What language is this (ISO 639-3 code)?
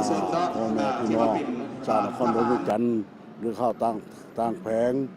lao